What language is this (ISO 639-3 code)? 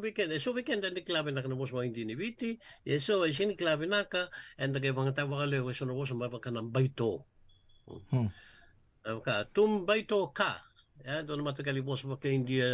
fij